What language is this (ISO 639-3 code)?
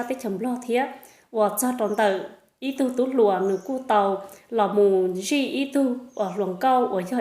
hmn